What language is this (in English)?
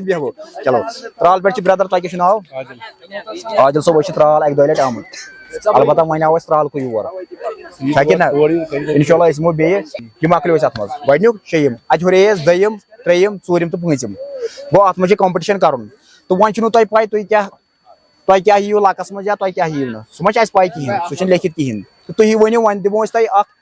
Kashmiri